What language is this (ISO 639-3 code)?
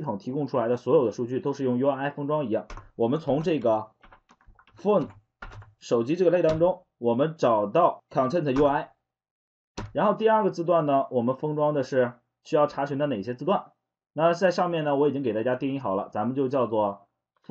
zho